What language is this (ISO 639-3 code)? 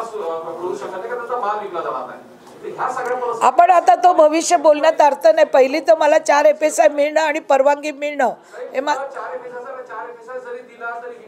mar